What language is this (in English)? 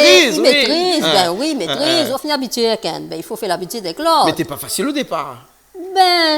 Réunion Creole French